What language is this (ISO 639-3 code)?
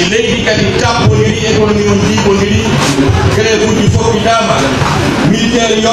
fuf